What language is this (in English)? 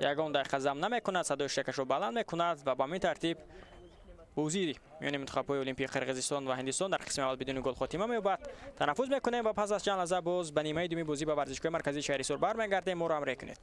Tajik